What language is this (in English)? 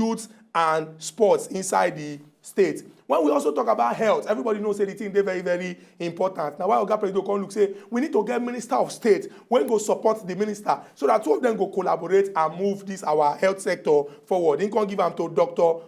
Nigerian Pidgin